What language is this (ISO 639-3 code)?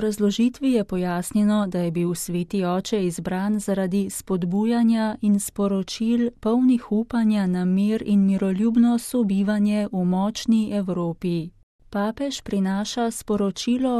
slv